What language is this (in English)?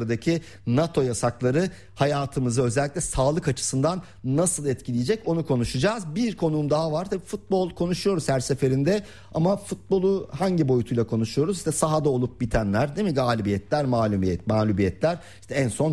Turkish